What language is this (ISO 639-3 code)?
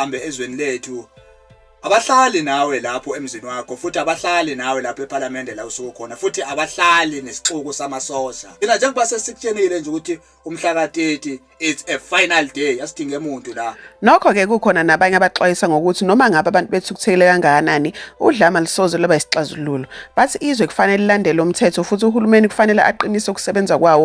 zul